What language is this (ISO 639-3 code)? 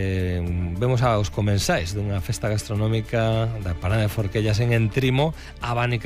glg